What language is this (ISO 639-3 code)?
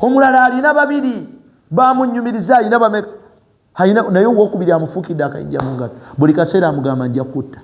lug